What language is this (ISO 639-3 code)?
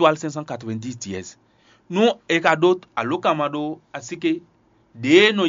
fon